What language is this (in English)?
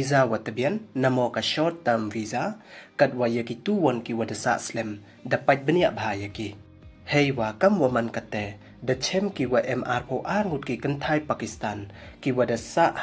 Pnar